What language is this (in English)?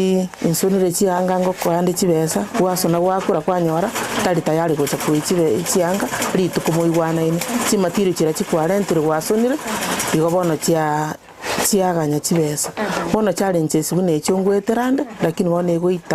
Gusii